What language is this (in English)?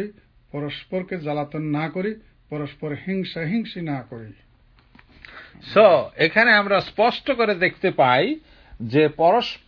Bangla